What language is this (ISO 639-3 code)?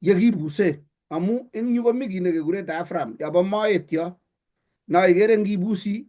kln